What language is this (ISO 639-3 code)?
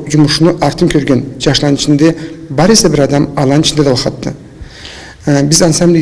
krc